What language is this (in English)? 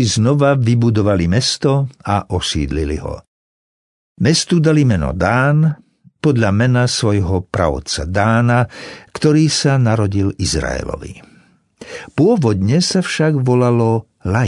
Slovak